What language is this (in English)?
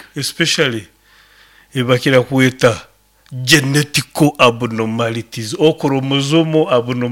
Nyoro